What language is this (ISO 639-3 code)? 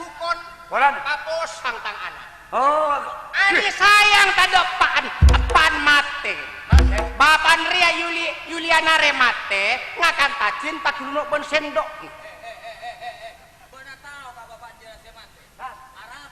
mad